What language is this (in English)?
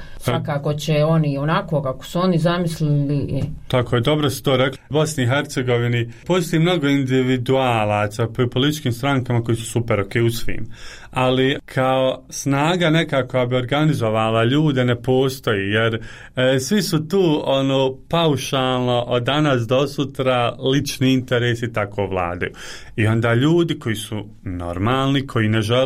Bosnian